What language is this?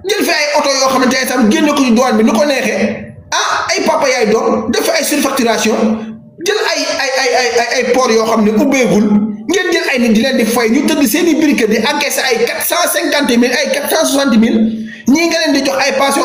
Wolof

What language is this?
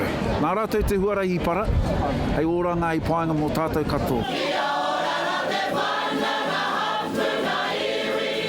Māori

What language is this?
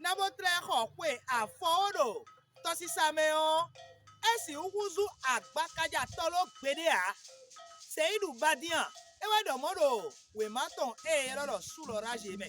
Fon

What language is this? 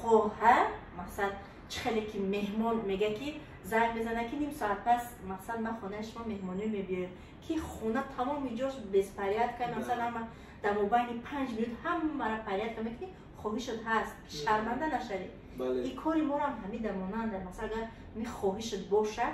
Tajik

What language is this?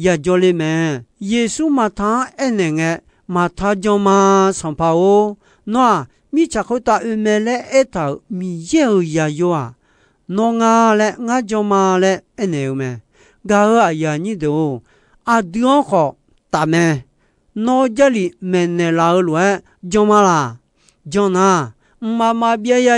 Akha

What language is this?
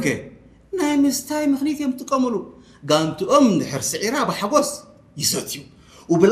Tigrinya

